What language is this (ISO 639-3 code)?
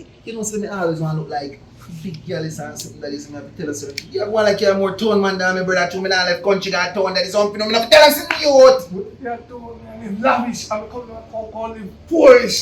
jam